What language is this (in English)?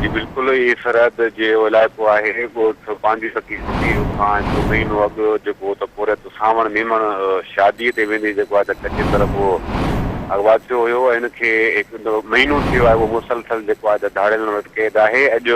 Sindhi